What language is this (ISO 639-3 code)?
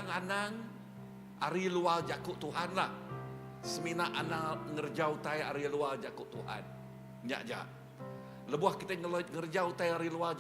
iba